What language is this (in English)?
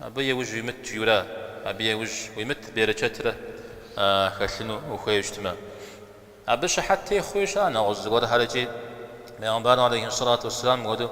Kabardian